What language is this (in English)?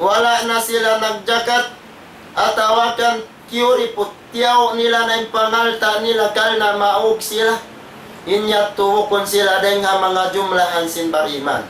Tausug